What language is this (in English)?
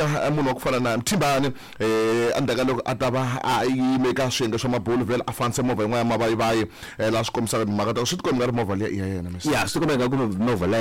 Tsonga